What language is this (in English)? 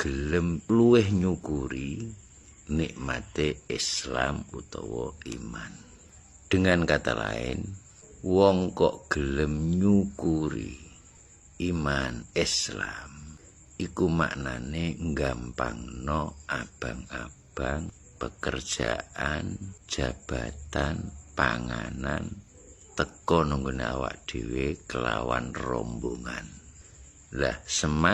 Javanese